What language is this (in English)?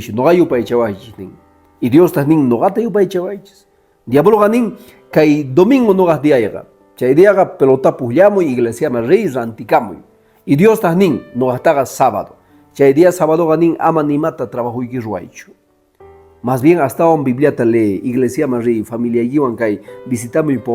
Quechua